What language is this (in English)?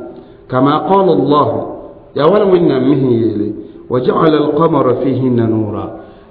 Mossi